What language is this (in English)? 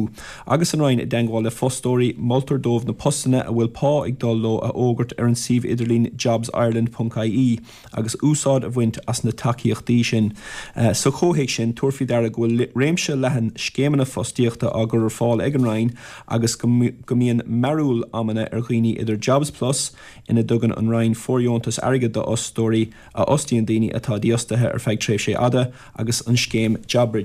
Irish